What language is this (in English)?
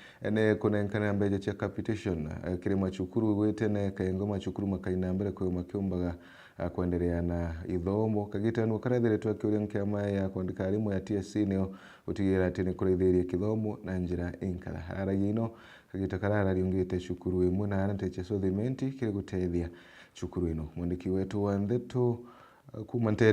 Meru